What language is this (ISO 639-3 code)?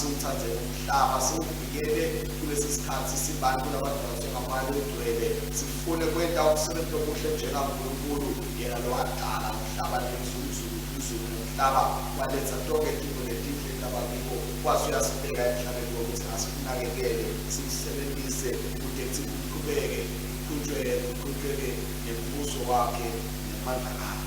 ssw